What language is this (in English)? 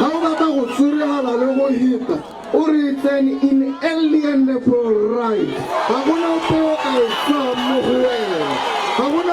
Tswana